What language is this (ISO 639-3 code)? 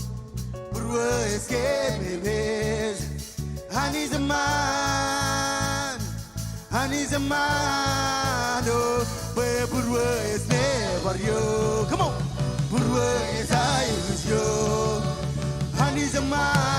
mah